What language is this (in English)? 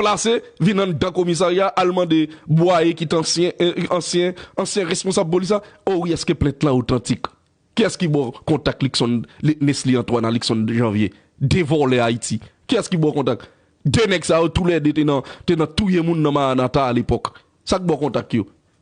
Haitian Creole